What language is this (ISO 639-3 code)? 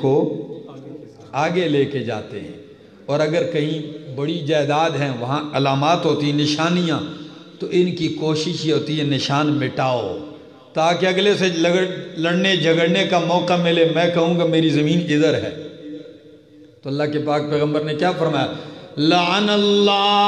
urd